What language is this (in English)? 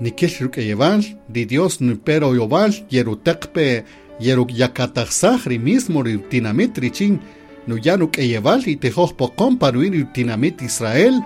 Kaqchikel